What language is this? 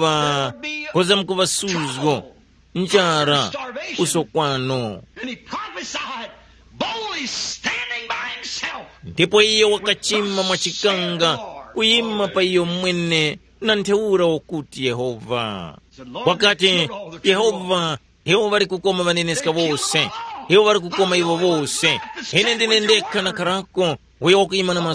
Tumbuka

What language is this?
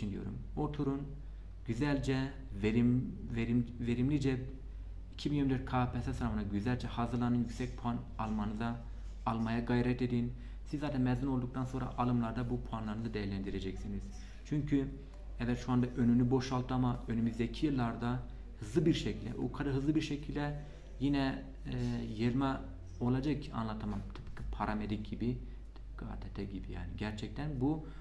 Turkish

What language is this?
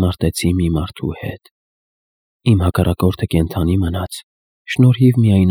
Armenian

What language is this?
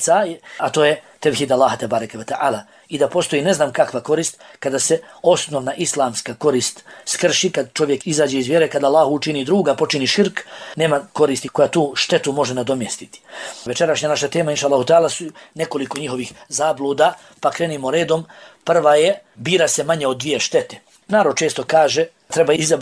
Bosnian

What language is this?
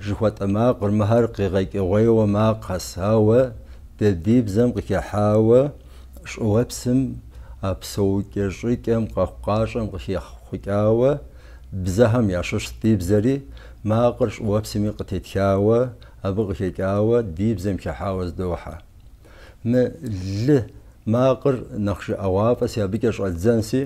Kabardian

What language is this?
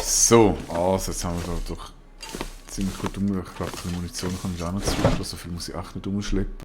Swiss German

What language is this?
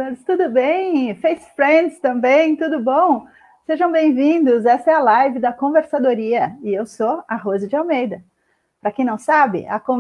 Portuguese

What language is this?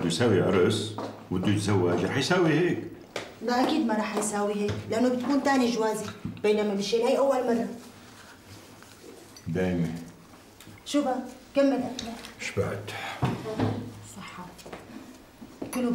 North Levantine Arabic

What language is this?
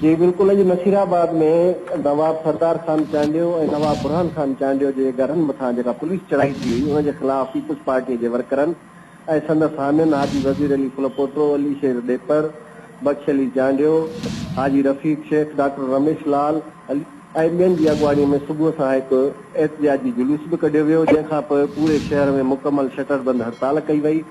Sindhi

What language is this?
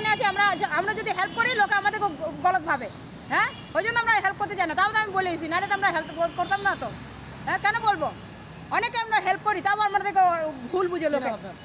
Bangla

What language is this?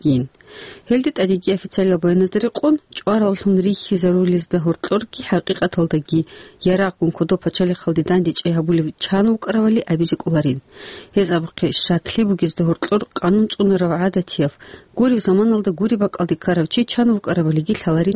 Avaric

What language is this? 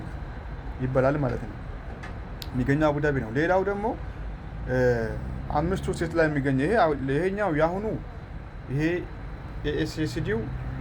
Amharic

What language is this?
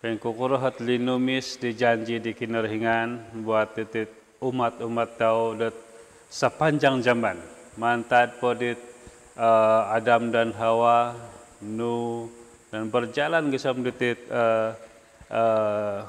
Central Dusun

